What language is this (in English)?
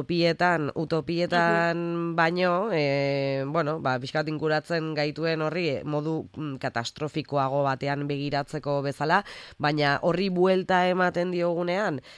Basque